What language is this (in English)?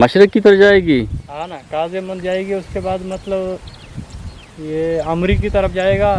Eastern Balochi